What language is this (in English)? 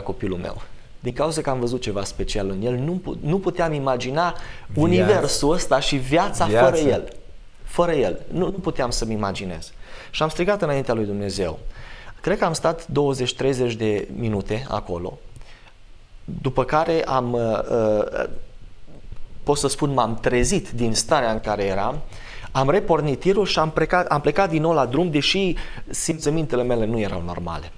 Romanian